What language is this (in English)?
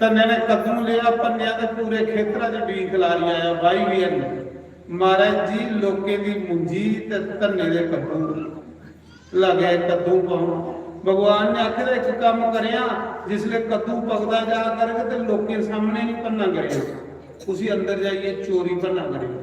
Dogri